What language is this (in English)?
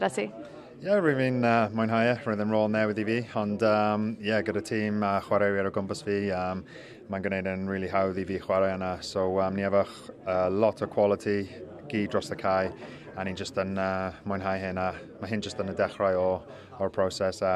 Welsh